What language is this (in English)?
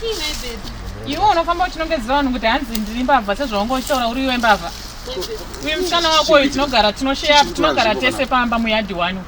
Shona